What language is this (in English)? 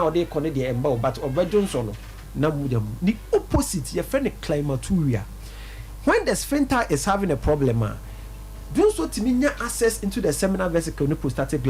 Akan